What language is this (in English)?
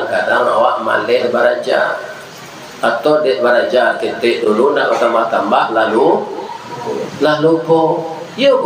Minangkabau